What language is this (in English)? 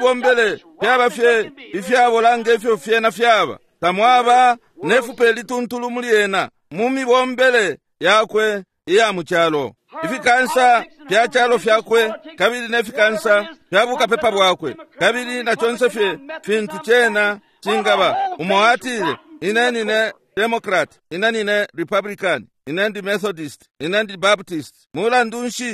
Bemba